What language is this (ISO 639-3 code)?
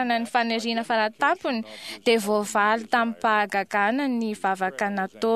mlg